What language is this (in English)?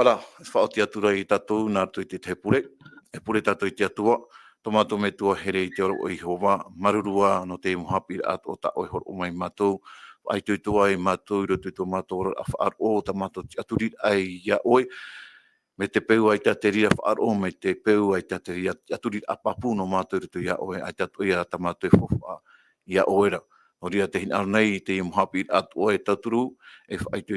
Tahitian